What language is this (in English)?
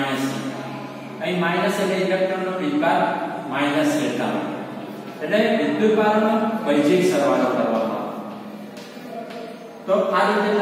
Gujarati